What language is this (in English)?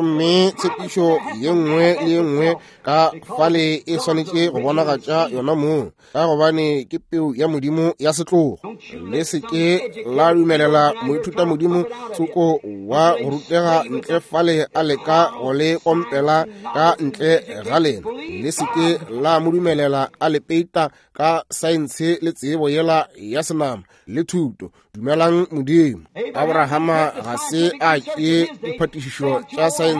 Northern Sotho